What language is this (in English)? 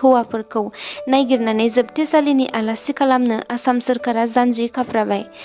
Bodo